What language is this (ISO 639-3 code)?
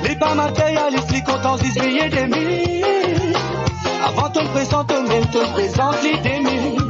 mfe